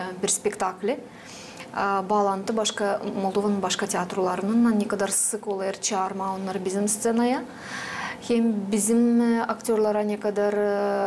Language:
Gagauz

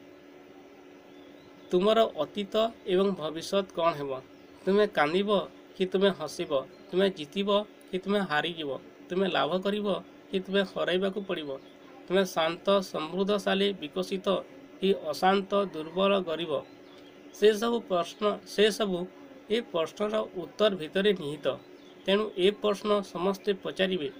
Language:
Odia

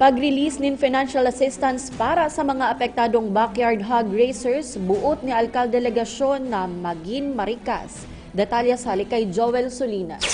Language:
Bikol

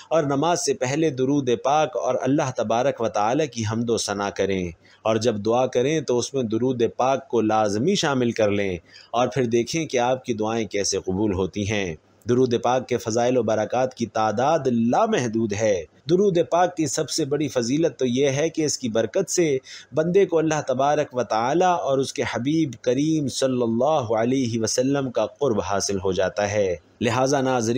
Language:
Urdu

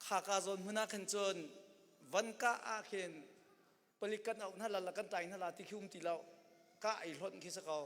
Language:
Hakha Chin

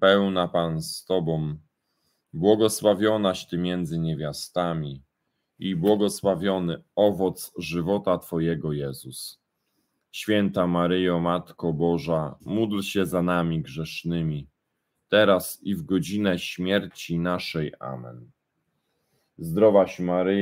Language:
Polish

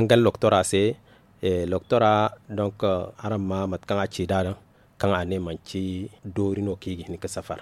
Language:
Zarma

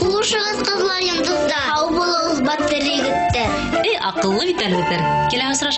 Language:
Bashkir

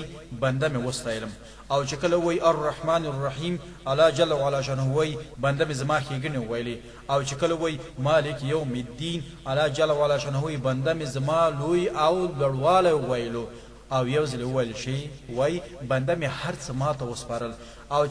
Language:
Pashto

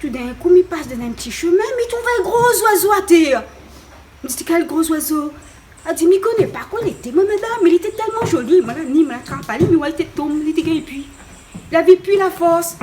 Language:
Réunion Creole French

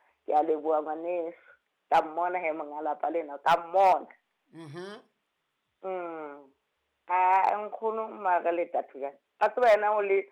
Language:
Southern Sotho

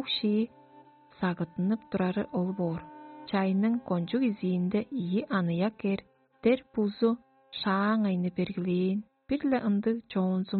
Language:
Tuvinian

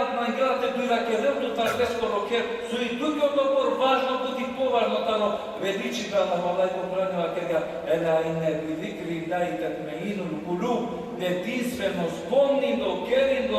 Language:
Balkan Romani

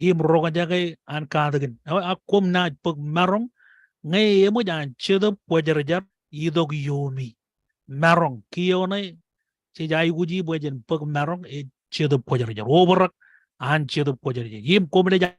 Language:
Marshallese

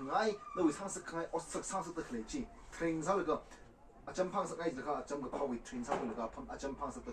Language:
Tangkhul Naga (India)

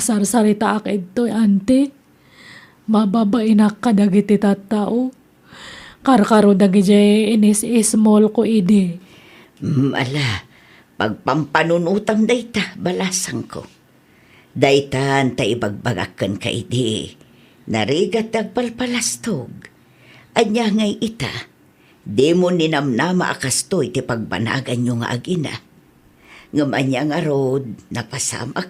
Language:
Iloko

